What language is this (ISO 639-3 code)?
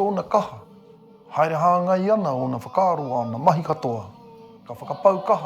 mri